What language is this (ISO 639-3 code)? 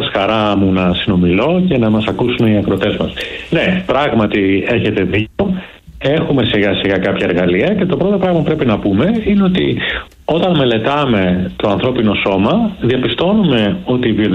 ell